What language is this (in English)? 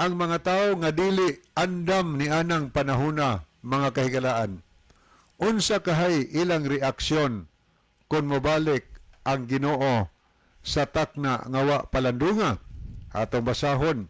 Cebuano